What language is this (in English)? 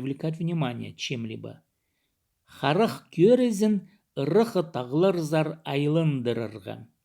Khakas